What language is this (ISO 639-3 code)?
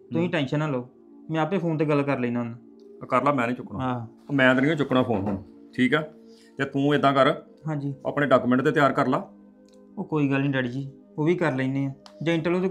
pan